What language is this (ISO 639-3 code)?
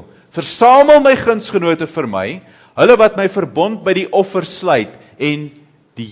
afr